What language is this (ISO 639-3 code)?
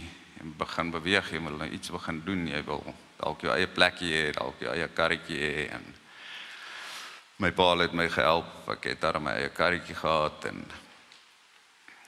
afr